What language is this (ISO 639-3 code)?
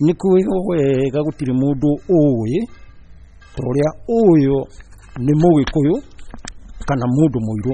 kik